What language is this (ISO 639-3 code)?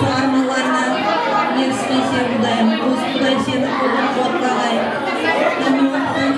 kaa